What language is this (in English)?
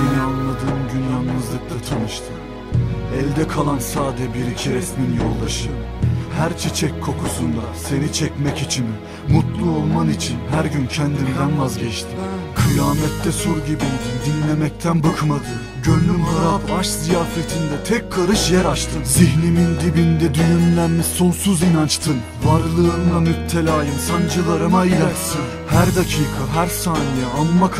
Turkish